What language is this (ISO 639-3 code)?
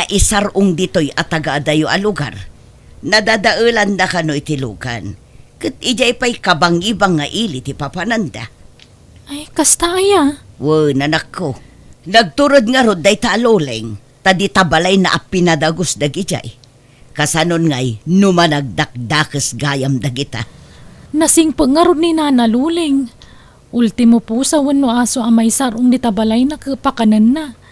ilo